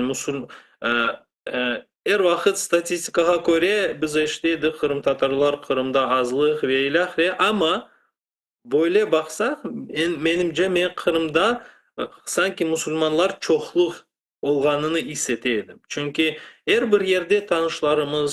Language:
Crimean Tatar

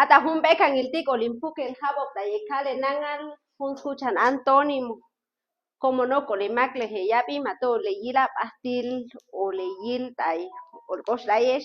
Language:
Chuj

